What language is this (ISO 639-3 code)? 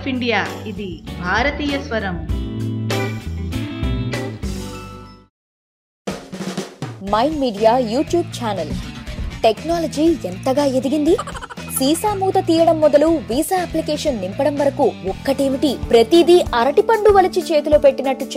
tel